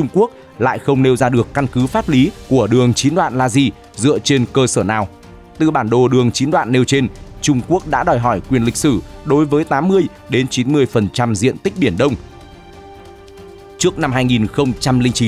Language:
Vietnamese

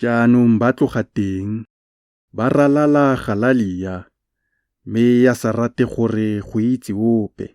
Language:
Tswana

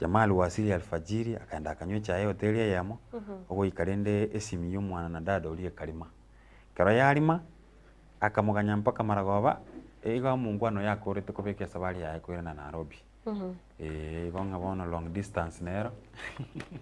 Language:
Gusii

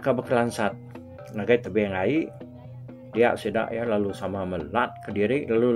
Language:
Iban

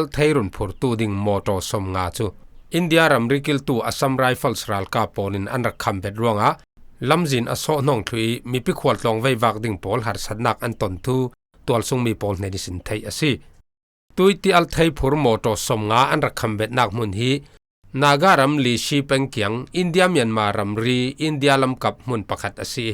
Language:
Falam Chin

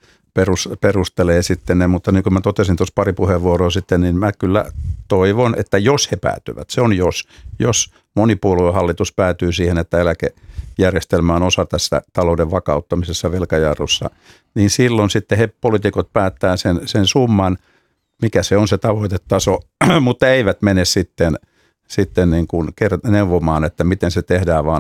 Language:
Finnish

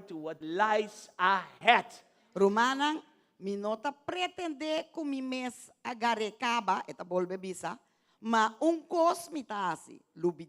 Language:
Papiamento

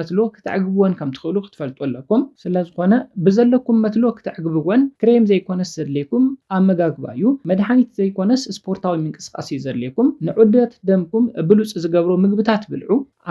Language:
Tigrinya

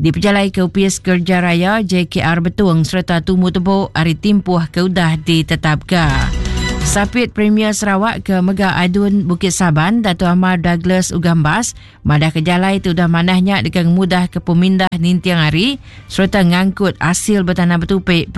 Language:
Iban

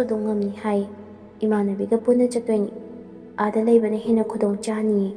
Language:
Manipuri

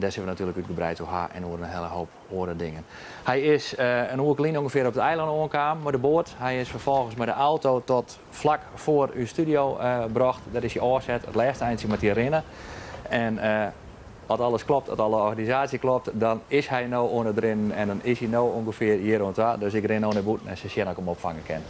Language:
Western Frisian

